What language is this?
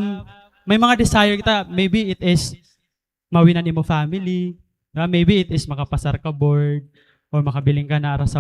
Waray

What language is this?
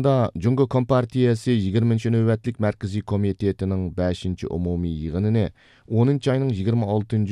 Uyghur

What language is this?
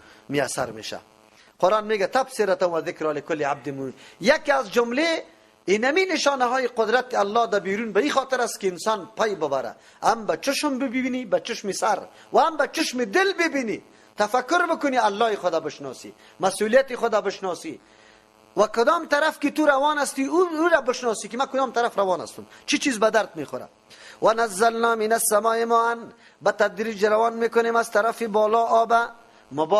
Persian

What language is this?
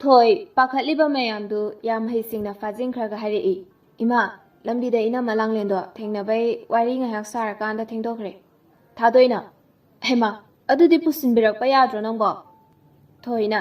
Manipuri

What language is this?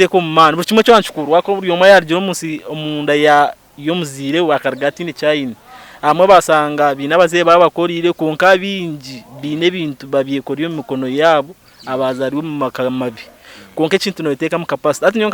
Nyankole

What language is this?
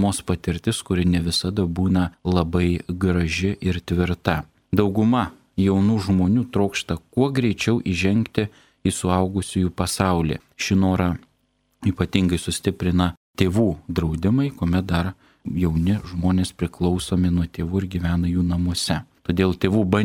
Lithuanian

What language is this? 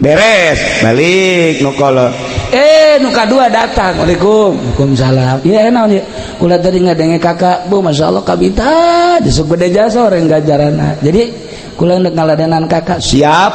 Sundanese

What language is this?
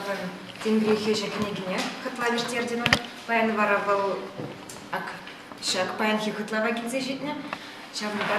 Chuvash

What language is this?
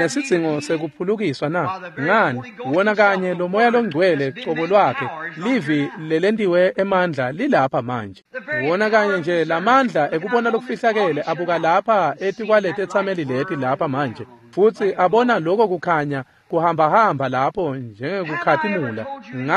Swati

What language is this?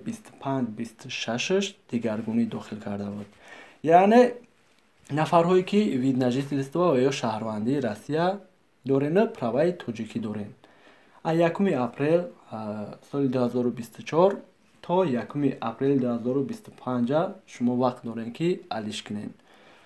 Tajik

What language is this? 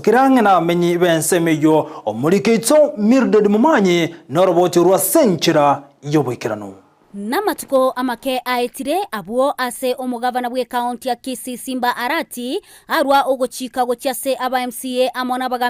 Gusii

